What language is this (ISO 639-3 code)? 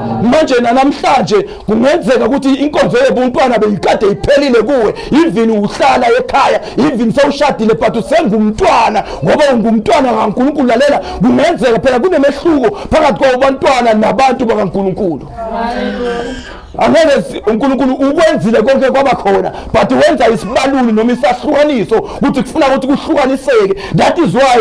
zul